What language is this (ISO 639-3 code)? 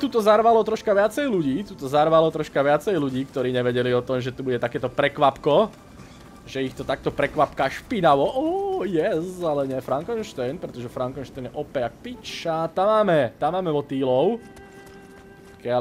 slk